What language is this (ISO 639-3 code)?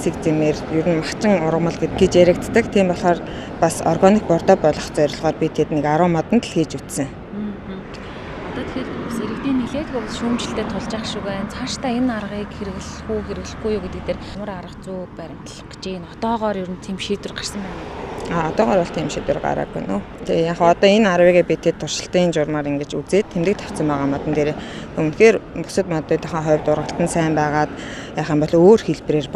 mon